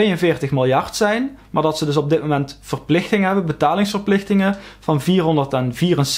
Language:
Dutch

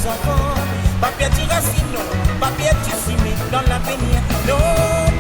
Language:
Réunion Creole French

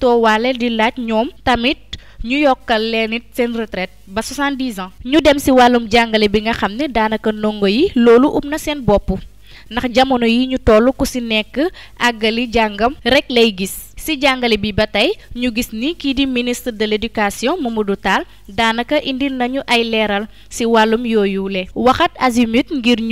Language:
Wolof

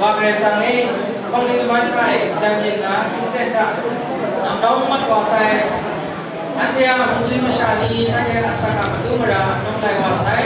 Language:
Kachin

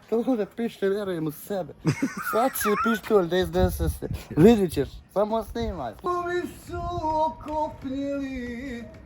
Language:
Bosnian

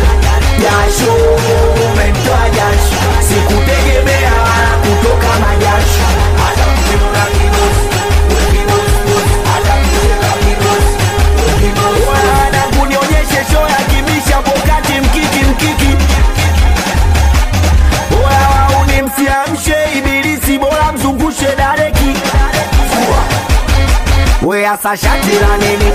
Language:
Swahili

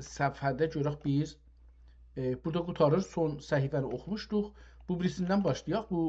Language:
South Azerbaijani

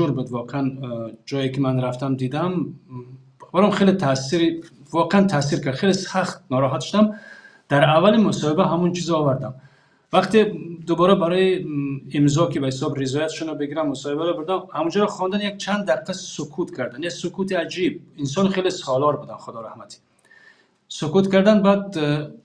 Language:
Tajik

